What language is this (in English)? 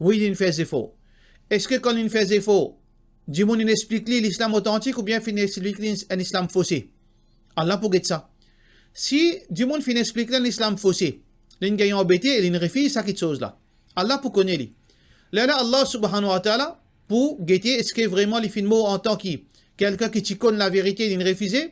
Morisyen